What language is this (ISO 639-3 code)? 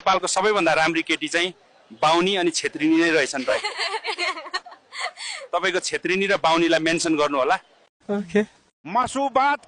nep